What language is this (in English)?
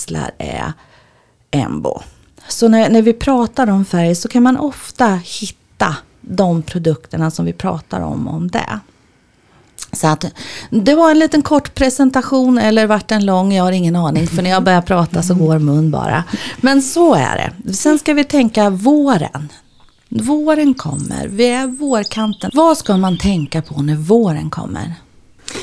Swedish